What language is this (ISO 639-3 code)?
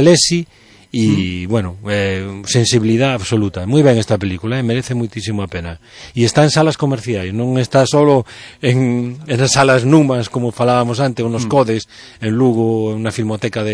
glg